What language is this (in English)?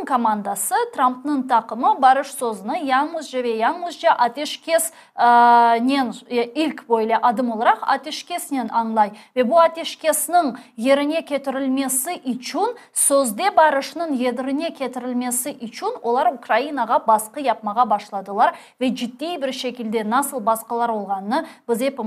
Crimean Tatar